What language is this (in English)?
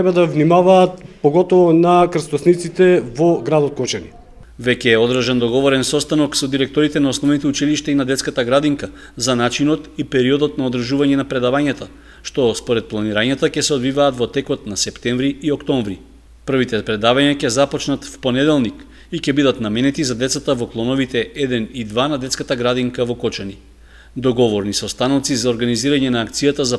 Macedonian